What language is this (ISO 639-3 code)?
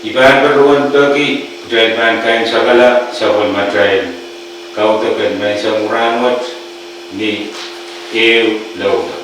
pon